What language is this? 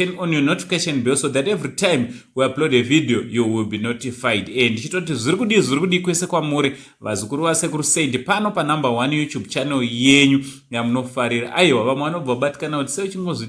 Shona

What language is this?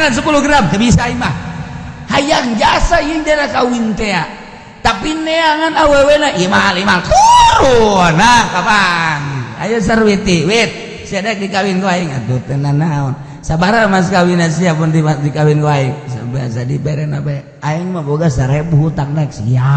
Sundanese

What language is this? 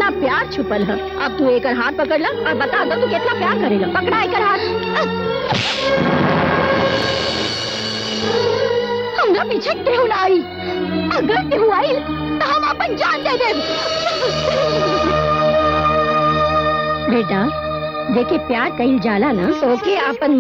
Bhojpuri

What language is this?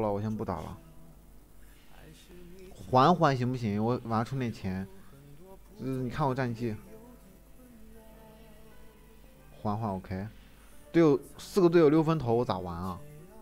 Chinese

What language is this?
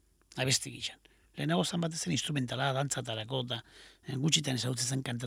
Basque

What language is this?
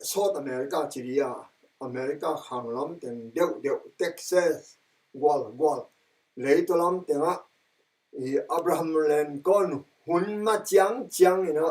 Tedim Chin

